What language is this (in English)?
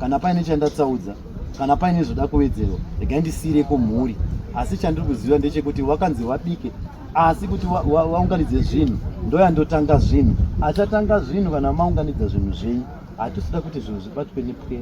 Shona